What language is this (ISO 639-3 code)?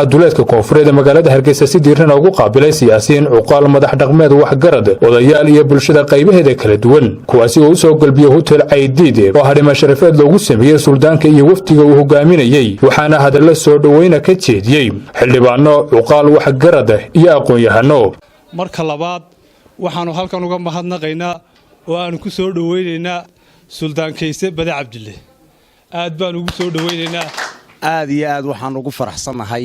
som